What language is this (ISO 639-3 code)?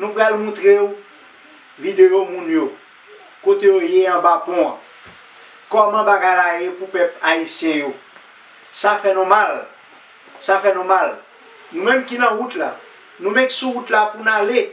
hat